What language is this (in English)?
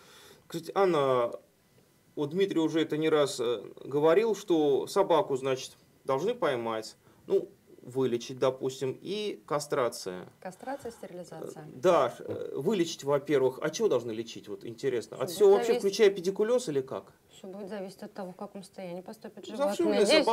Russian